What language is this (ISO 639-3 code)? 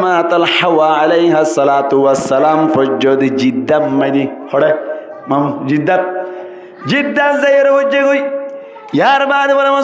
rhg